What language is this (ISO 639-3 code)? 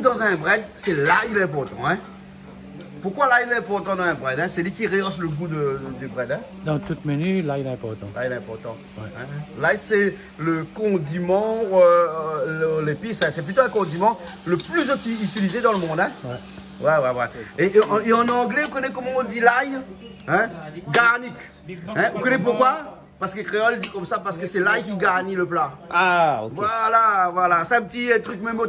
rcf